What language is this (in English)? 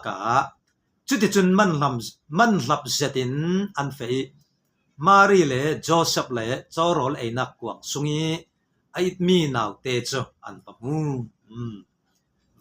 Falam Chin